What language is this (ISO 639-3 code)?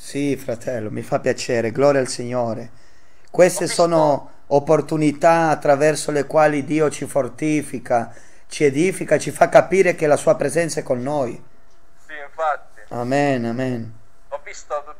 ita